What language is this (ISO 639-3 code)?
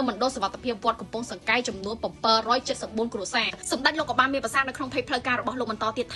khm